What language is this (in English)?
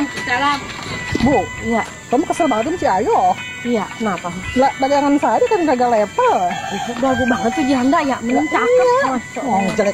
Betawi